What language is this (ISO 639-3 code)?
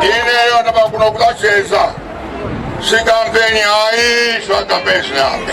nya